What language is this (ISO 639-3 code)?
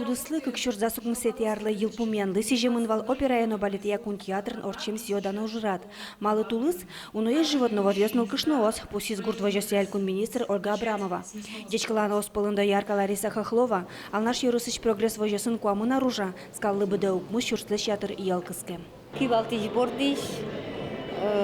udm